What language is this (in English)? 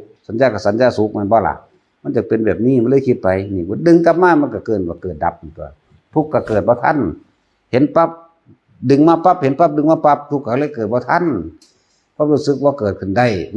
Northeastern Thai